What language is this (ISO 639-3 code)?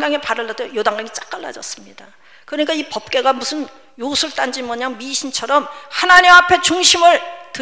kor